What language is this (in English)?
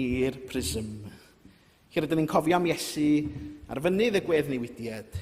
Welsh